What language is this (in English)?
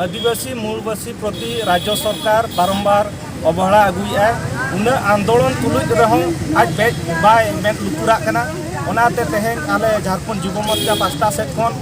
Santali